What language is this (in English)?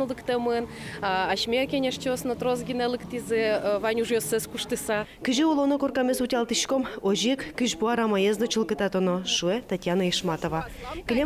Udmurt